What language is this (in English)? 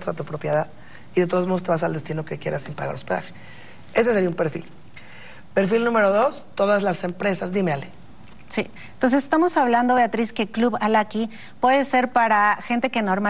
Spanish